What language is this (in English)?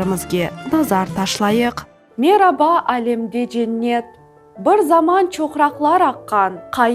Crimean Tatar